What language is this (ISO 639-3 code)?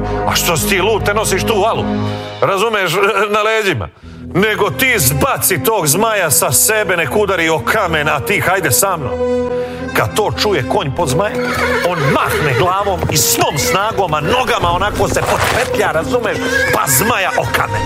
hrv